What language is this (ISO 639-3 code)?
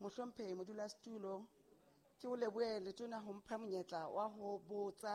sot